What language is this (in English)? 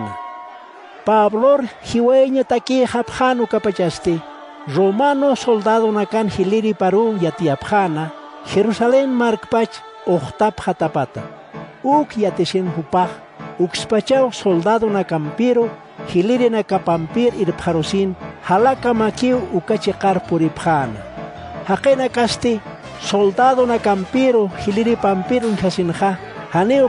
Aymara